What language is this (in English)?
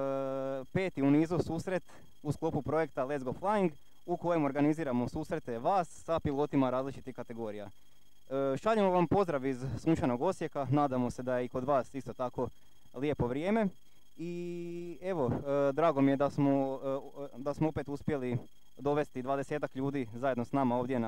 Croatian